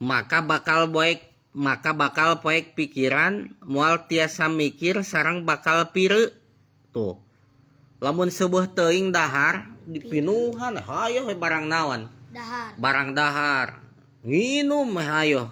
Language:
Sundanese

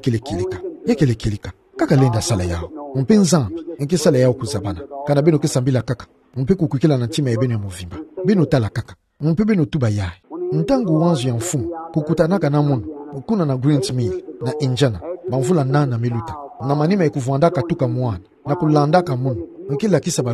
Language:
Kituba (Democratic Republic of Congo)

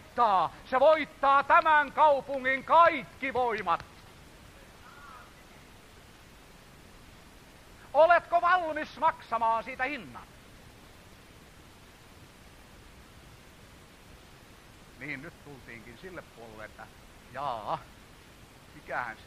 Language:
Finnish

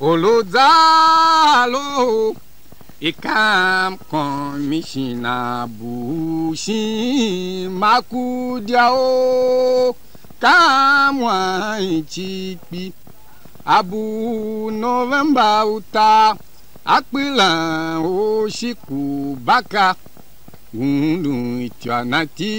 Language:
Tiv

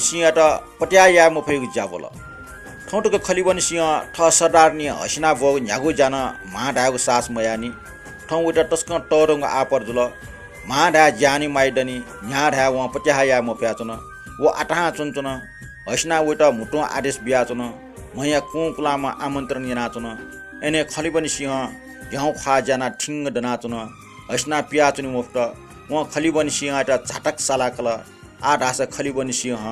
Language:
Newari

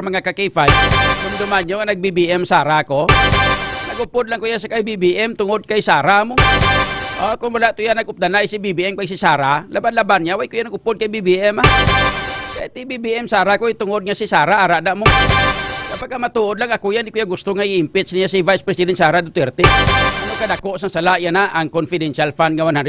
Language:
Hiligaynon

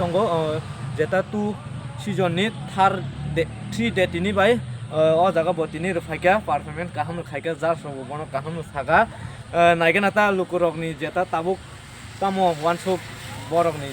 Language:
Kok Borok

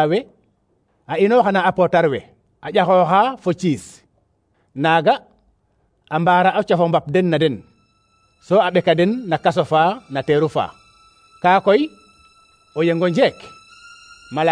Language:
Serer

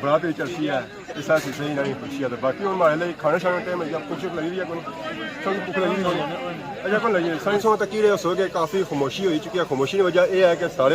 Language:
Pahari-Potwari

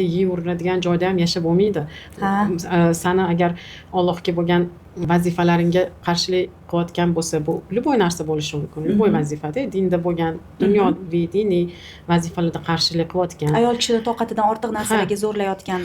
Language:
Uzbek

